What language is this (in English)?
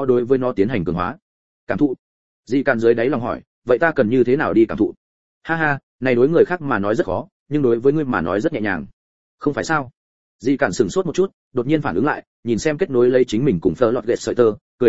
Vietnamese